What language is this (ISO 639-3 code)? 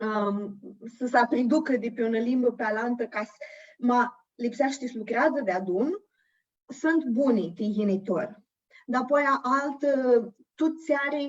rup